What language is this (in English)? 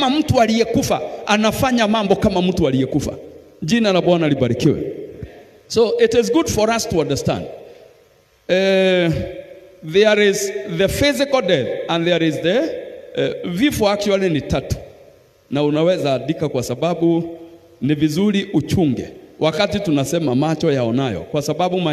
Swahili